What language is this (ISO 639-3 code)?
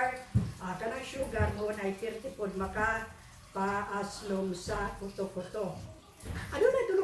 ceb